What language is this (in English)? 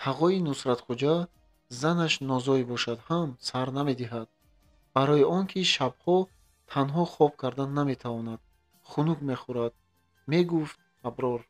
Tajik